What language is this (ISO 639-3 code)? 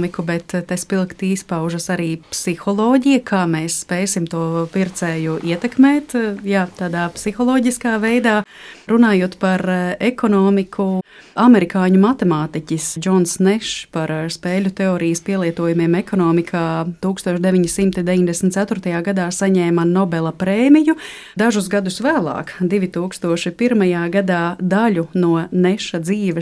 lav